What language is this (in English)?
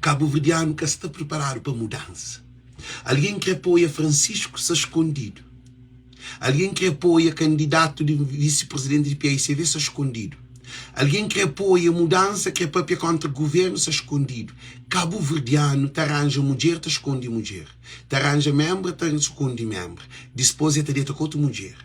Kabuverdianu